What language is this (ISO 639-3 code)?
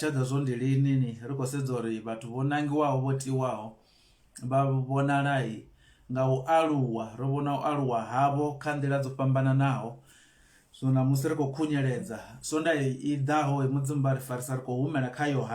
ven